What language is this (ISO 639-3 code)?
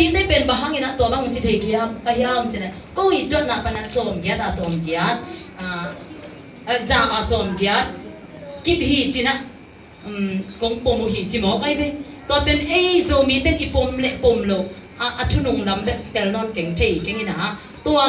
ctd